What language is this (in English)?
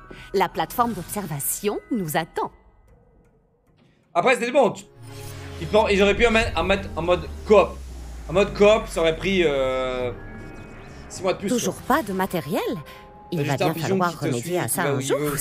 French